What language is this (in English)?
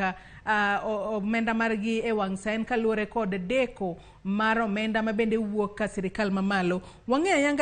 Luo (Kenya and Tanzania)